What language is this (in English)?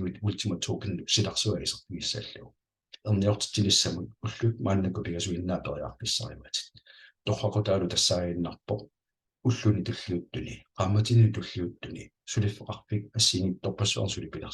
Kalaallisut